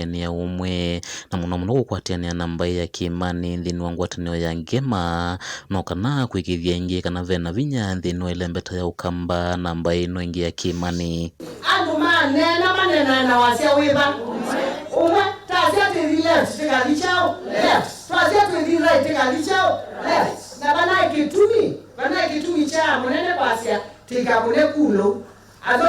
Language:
Kamba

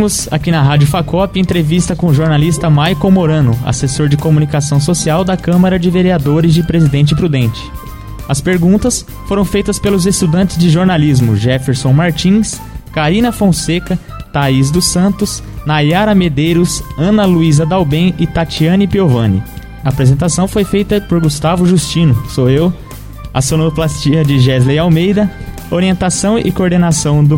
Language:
Portuguese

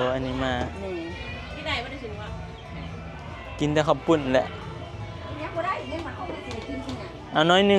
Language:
Northeastern Thai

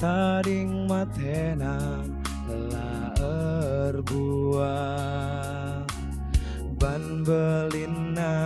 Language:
Batak Karo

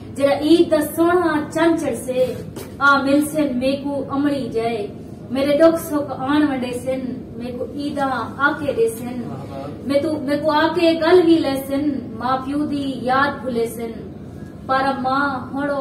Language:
Saraiki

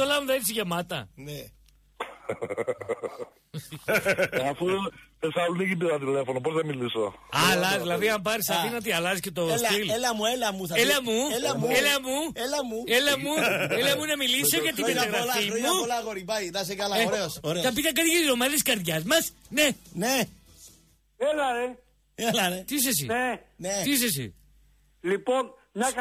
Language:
Greek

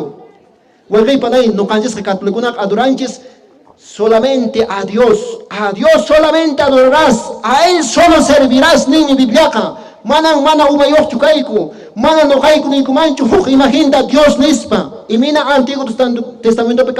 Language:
Quechua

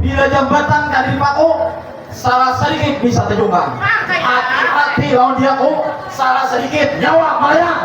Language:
Banjar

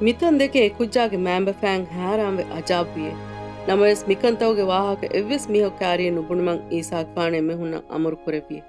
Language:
Divehi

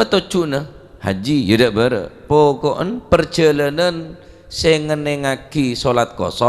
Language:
Madurese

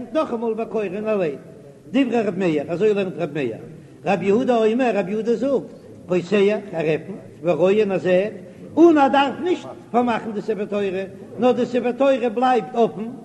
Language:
Yiddish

